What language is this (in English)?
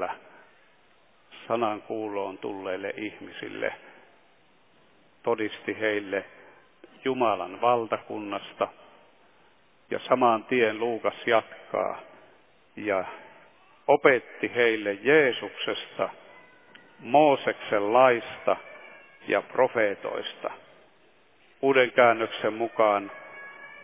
Finnish